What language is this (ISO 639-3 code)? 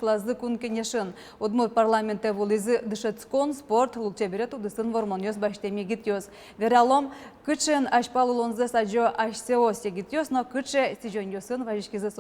udm